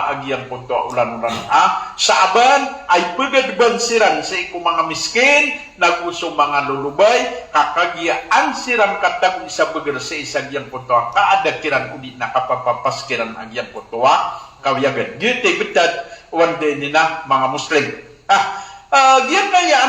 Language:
Maranao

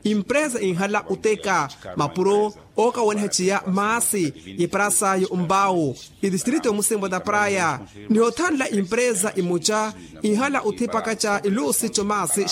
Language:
Makhuwa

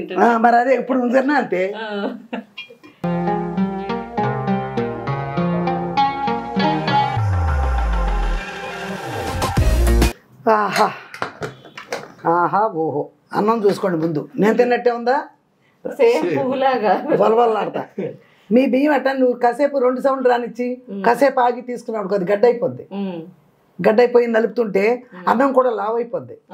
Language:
Telugu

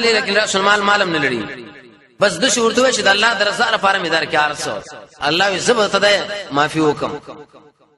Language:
Pashto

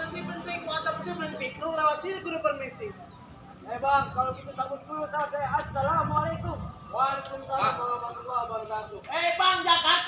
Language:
Betawi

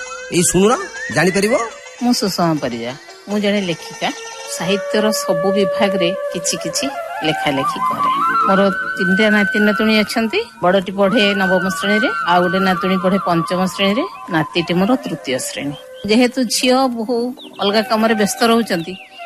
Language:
Odia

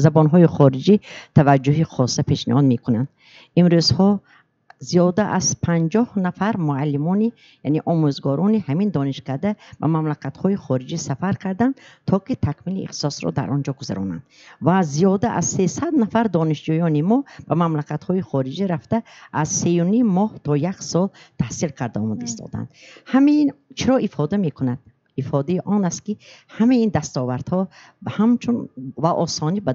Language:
Tajik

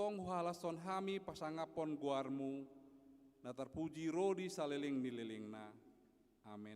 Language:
Batak Toba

